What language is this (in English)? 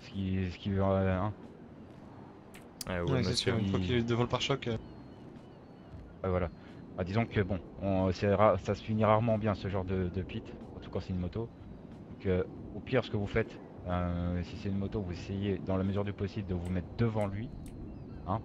French